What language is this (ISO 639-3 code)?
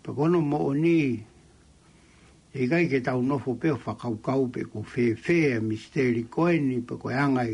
ton